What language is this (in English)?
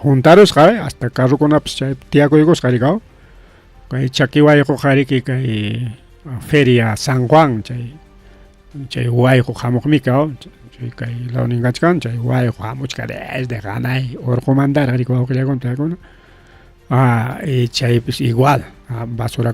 Ayacucho Quechua